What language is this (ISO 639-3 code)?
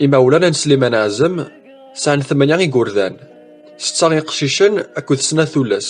kab